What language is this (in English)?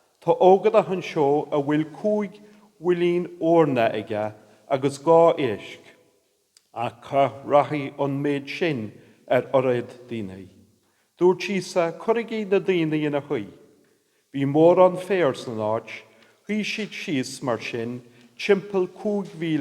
Irish